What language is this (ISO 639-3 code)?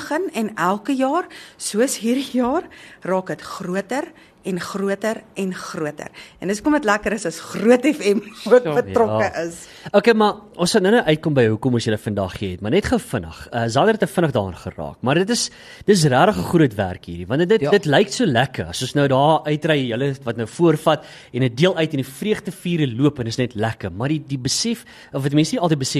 afr